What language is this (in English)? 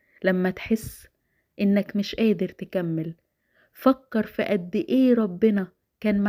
Egyptian Arabic